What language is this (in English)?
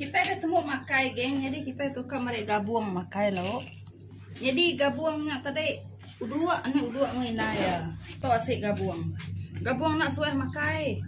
Iban